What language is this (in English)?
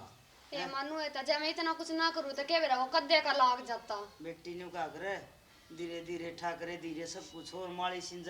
Haryanvi